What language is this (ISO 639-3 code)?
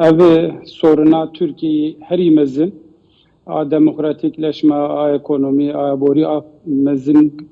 kur